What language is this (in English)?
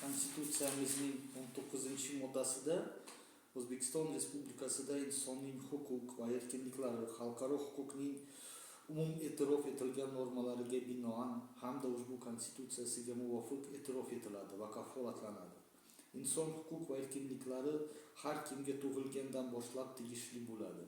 Uzbek